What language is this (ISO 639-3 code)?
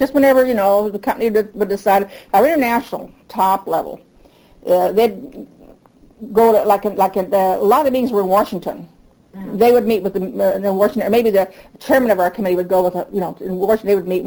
eng